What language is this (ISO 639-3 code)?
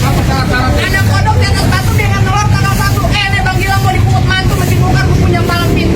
bew